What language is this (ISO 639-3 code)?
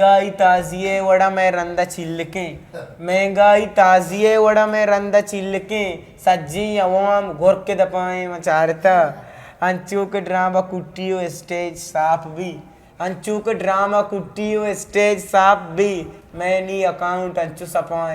bgp